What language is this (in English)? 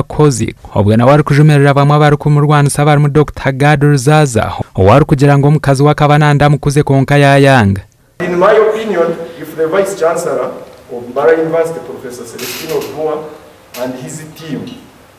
Nyankole